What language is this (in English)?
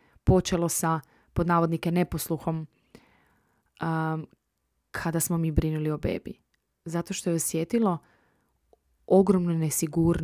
Croatian